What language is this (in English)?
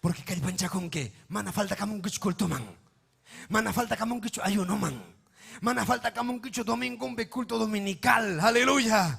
Ayacucho Quechua